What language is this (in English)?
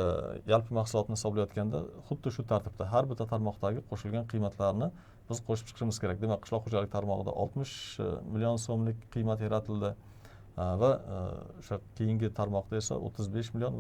Uzbek